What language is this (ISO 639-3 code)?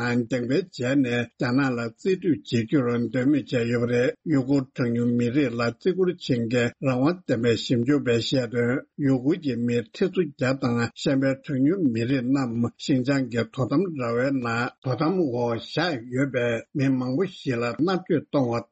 bod